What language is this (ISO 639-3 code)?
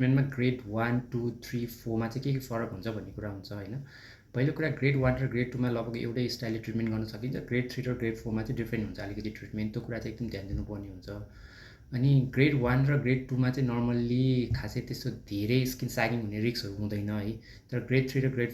nep